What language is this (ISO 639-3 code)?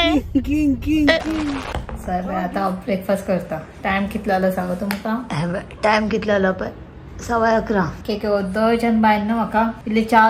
kok